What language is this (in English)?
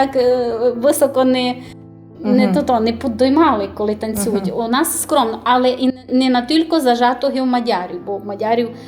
Rusyn